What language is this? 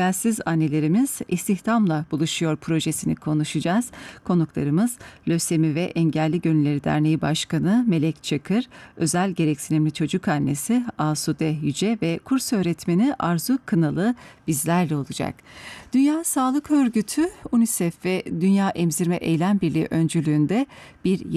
Turkish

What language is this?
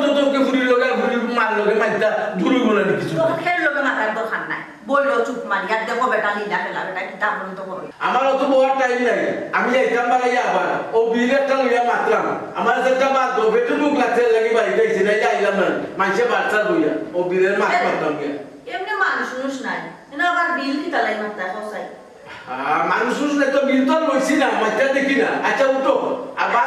Sylheti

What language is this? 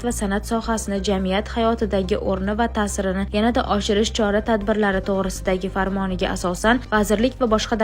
Uzbek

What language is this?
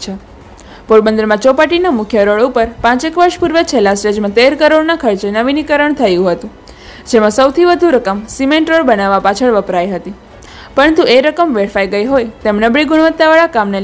Gujarati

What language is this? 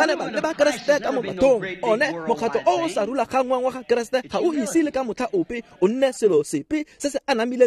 Tswana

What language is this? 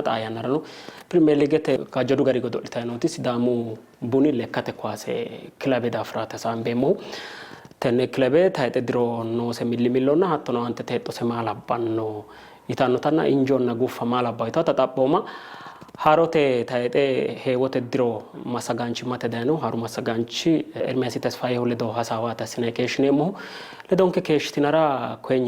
Sidamo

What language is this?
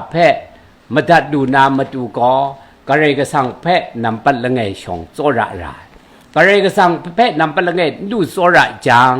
Kachin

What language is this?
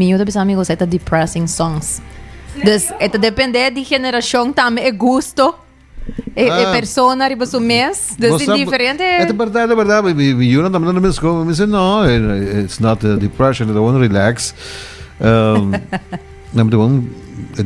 Papiamento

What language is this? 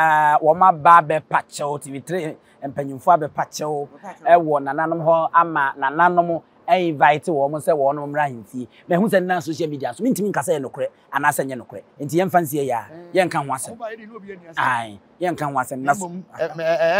Akan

